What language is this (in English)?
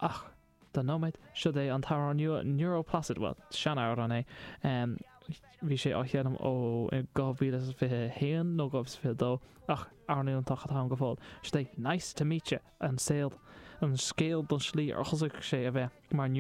Irish